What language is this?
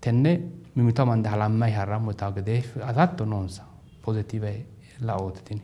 Sidamo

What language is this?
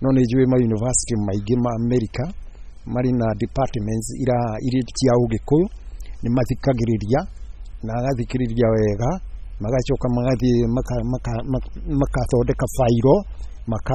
Kikuyu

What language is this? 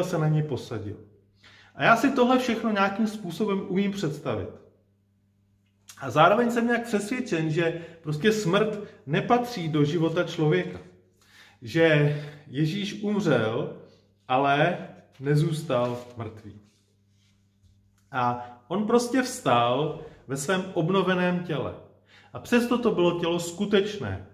Czech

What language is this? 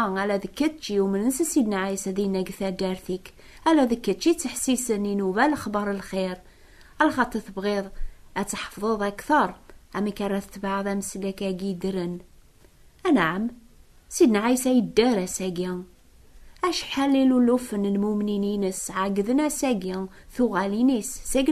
Kabyle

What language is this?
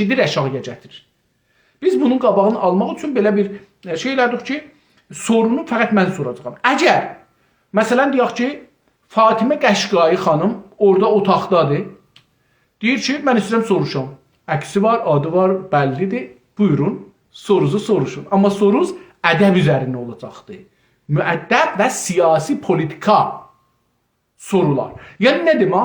South Azerbaijani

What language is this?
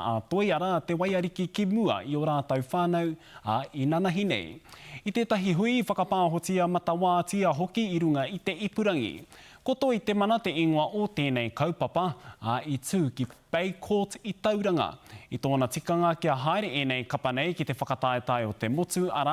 Māori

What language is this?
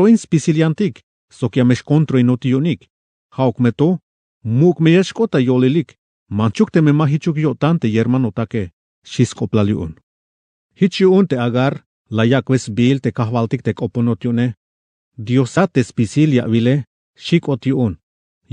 Tzeltal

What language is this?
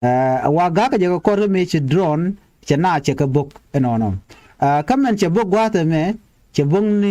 Nuer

